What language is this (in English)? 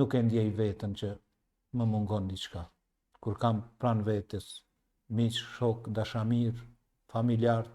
Albanian